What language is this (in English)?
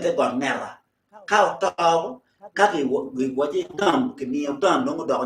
Acoli